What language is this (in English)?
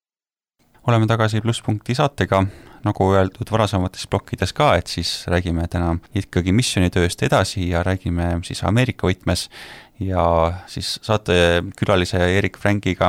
Estonian